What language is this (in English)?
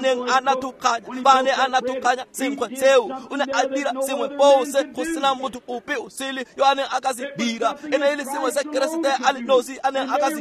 Tswana